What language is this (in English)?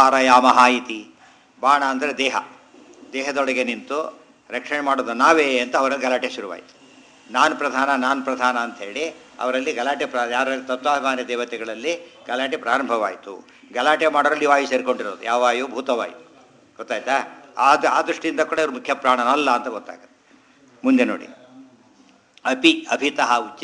Kannada